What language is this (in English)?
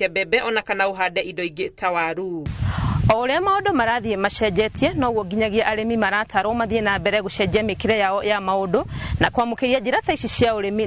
Kikuyu